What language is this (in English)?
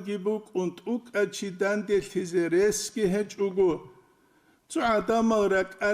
Avaric